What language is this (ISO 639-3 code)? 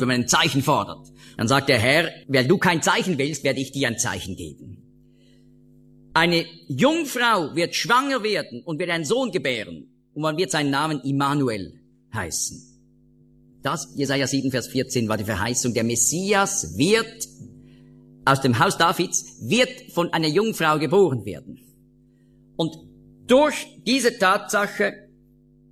deu